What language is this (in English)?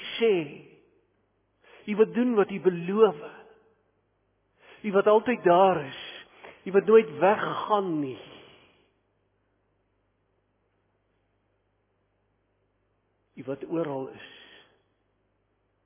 Afrikaans